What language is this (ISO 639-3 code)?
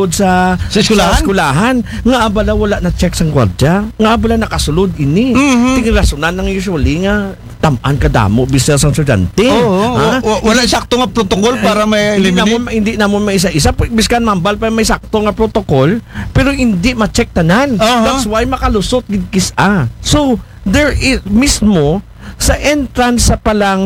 akl